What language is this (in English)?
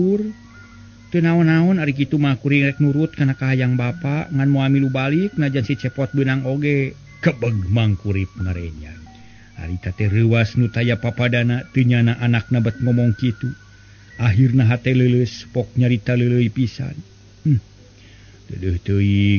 Sundanese